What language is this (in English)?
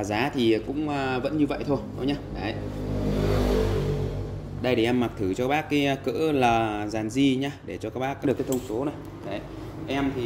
Vietnamese